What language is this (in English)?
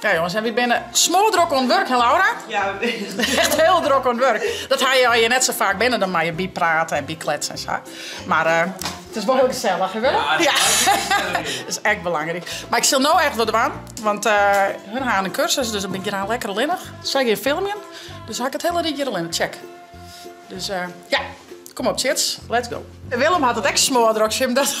Western Frisian